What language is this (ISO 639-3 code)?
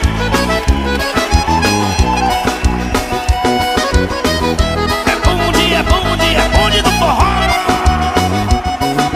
por